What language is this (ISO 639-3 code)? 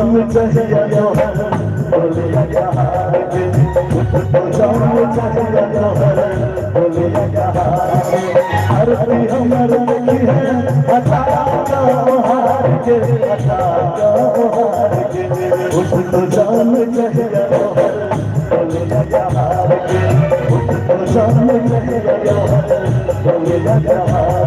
mai